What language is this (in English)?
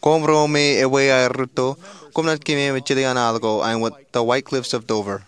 Marshallese